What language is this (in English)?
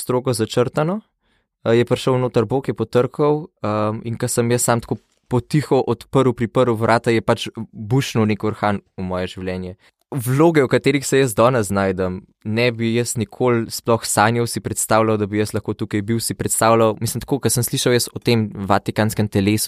Slovenian